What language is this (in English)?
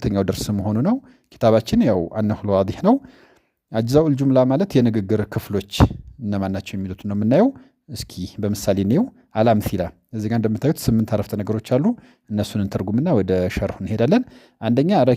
Amharic